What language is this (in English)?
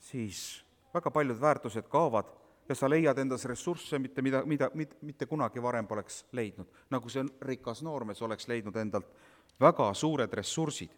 Estonian